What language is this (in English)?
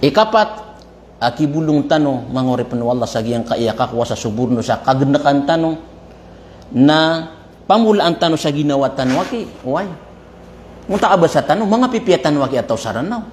Maranao